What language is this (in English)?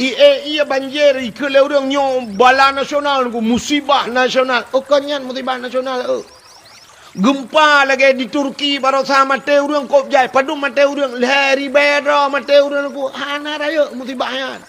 Achinese